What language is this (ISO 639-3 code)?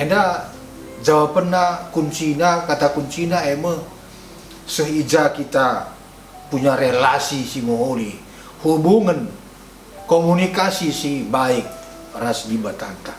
btx